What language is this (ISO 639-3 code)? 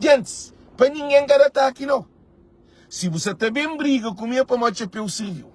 kea